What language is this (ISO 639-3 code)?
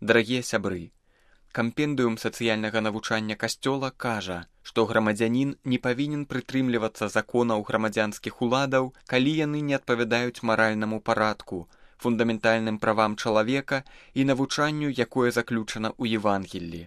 bel